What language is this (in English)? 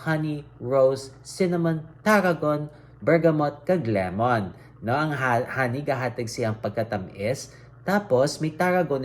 Hiligaynon